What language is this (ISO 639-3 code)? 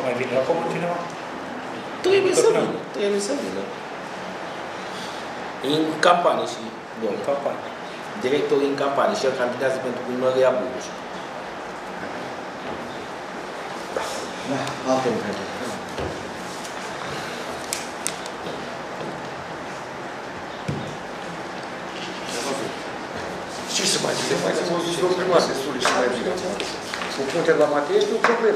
ron